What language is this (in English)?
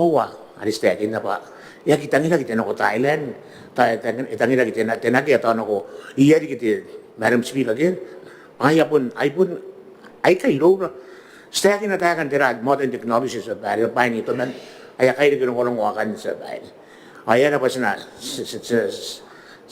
Gilbertese